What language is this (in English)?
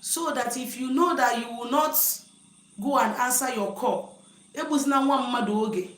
Igbo